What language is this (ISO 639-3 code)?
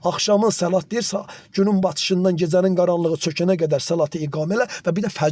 aze